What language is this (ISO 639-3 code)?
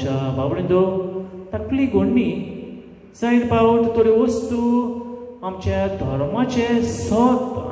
kok